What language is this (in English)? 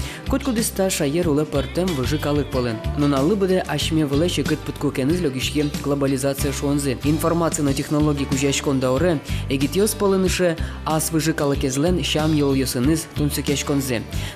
Udmurt